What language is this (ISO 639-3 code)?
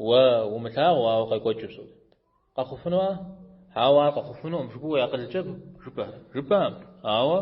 kbd